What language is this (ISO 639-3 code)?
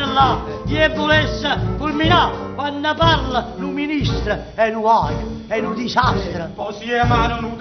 nap